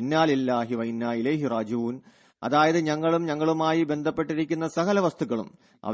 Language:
Malayalam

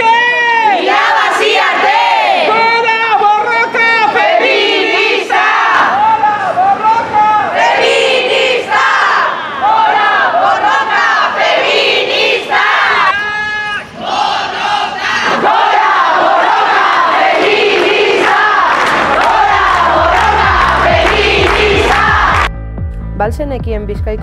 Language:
Basque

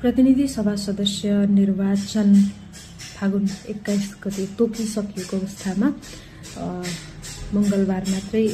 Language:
Nepali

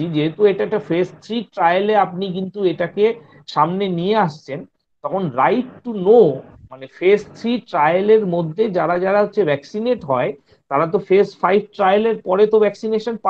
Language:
Bangla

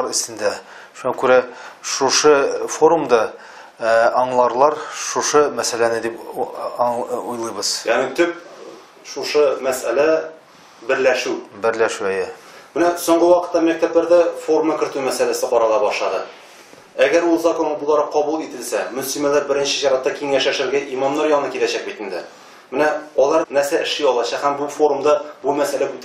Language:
Tatar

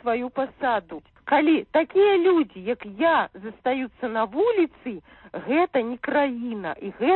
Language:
Belarusian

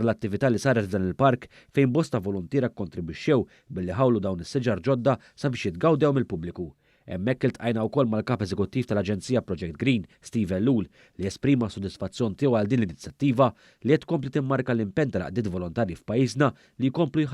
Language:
Maltese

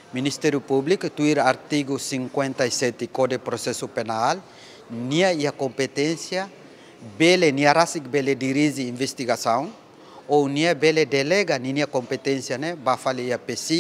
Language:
Tetum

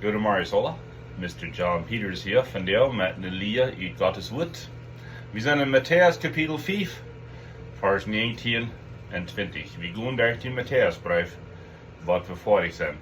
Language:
Plautdietsch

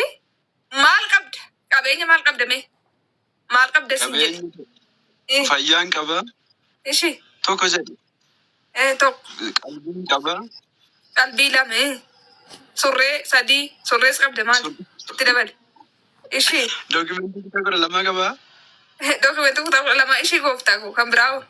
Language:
Oromo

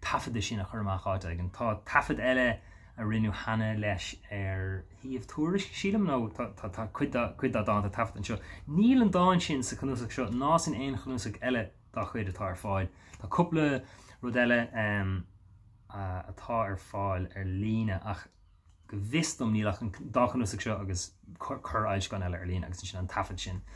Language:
Irish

